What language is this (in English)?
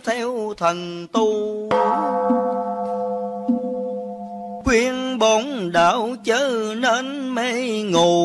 Vietnamese